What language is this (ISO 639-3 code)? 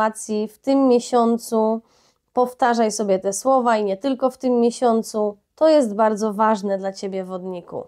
pol